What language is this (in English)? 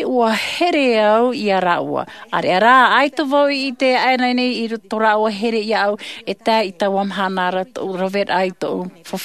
Tahitian